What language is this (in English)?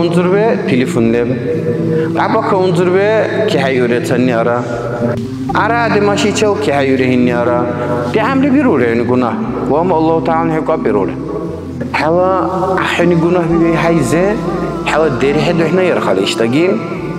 Dargwa